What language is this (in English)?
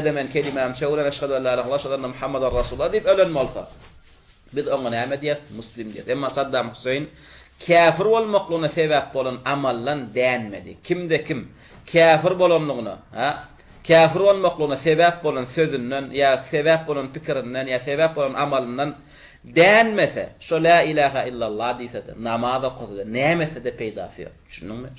Turkmen